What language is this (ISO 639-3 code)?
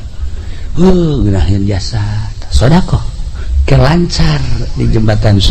sun